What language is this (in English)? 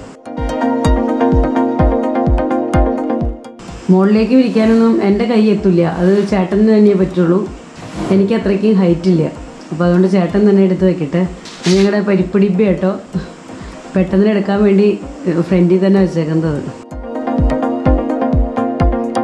Malayalam